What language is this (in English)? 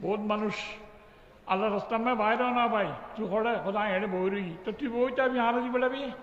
Rohingya